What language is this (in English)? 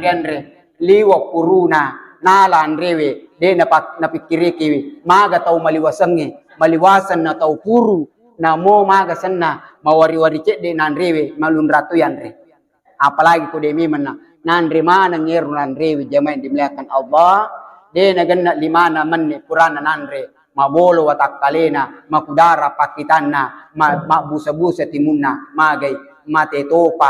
Buginese